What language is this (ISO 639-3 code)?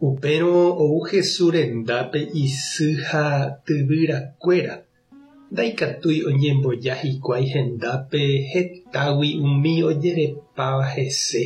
grn